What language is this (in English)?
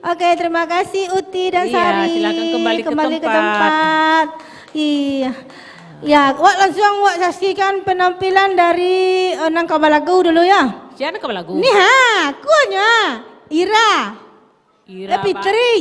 Minangkabau